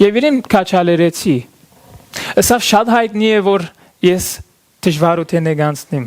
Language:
Western Armenian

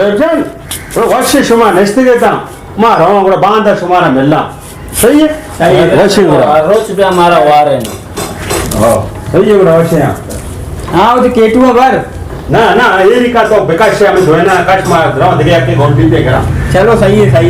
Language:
Baluchi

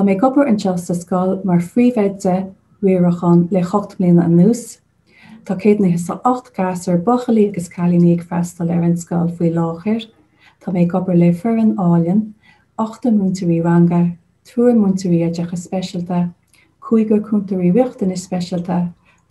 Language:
Irish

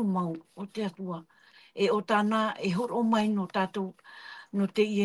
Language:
Tahitian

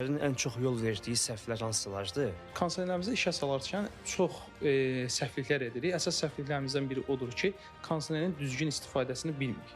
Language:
Azerbaijani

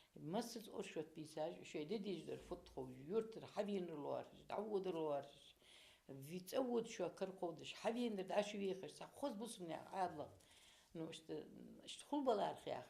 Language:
Ingush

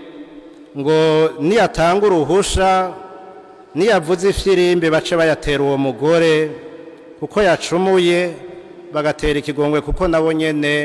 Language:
Rundi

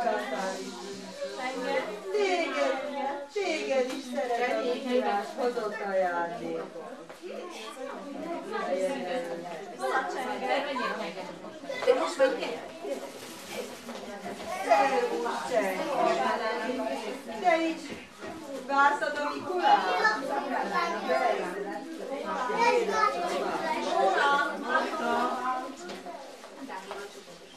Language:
Hungarian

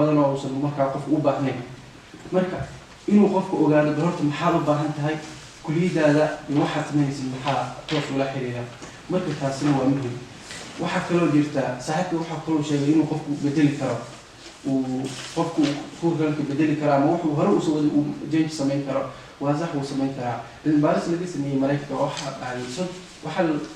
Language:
Somali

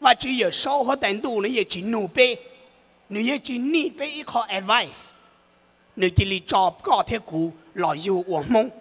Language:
Hmong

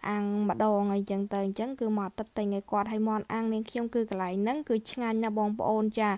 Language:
Khmer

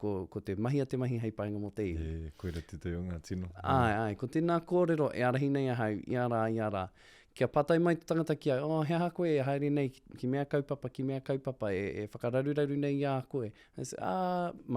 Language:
Māori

